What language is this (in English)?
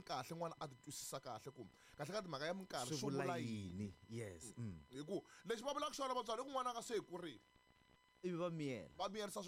Tsonga